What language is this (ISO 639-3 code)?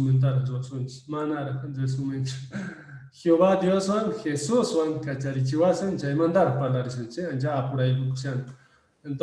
que